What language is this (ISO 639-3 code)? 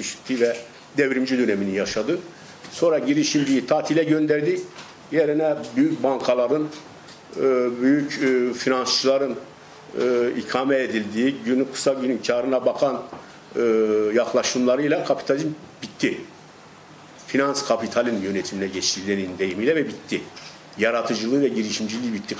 tur